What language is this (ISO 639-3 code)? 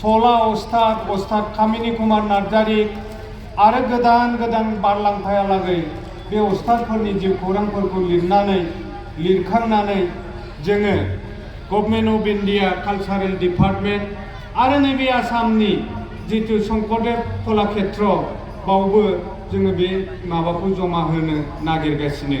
brx